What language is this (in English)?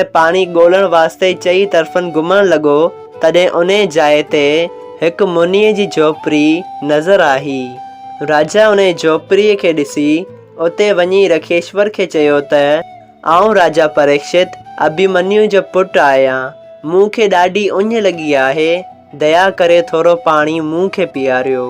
Sindhi